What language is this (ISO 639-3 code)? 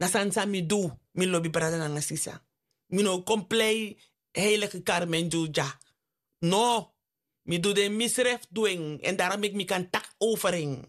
srn